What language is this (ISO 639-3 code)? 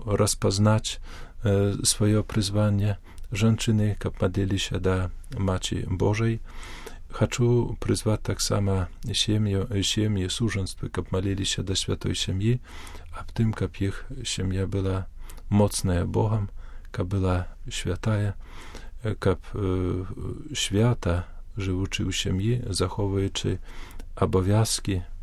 bel